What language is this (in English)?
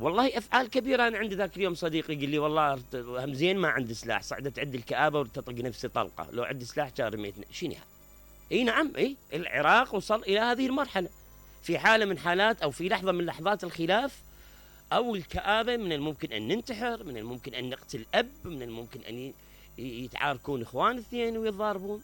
Mesopotamian Arabic